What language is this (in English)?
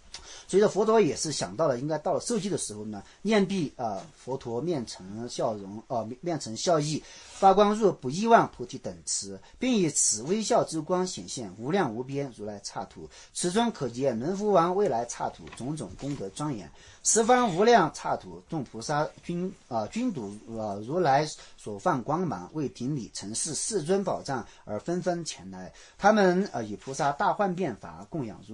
Chinese